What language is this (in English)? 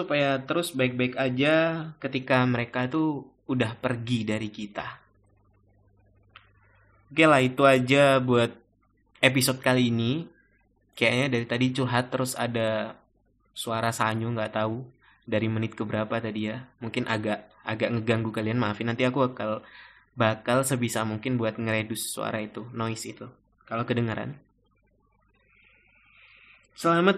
Indonesian